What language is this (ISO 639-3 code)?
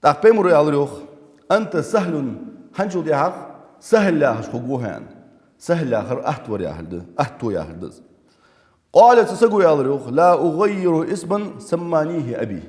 inh